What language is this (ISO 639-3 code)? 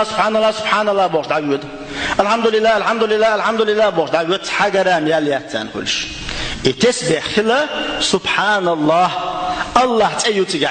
che